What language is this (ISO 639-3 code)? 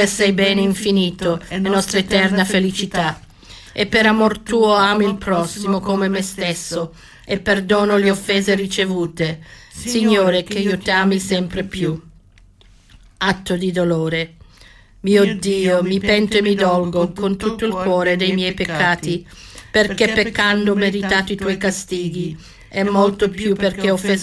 ita